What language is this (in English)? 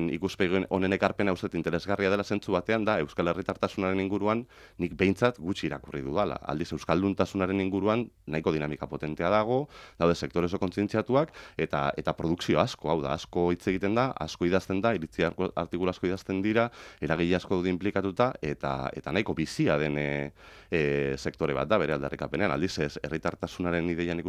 Basque